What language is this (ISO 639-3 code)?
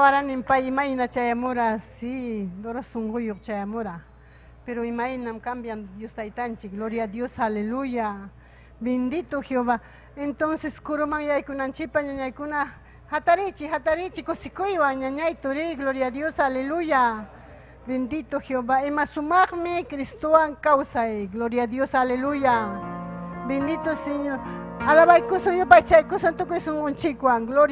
quy